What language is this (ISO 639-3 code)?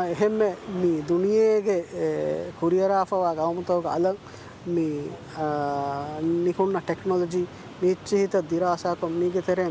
div